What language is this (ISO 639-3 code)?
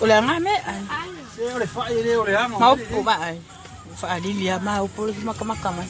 smo